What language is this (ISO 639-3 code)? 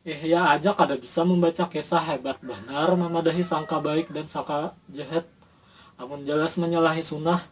bjn